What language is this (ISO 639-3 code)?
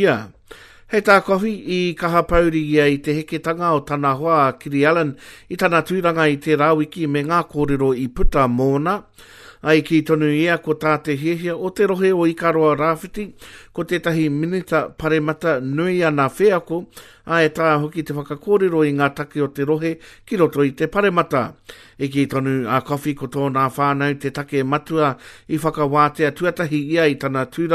mri